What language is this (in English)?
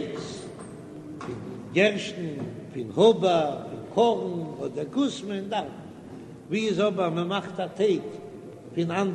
Yiddish